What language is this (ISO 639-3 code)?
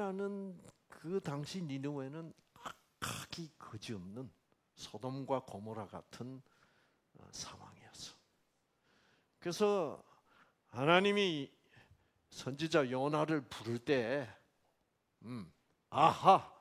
kor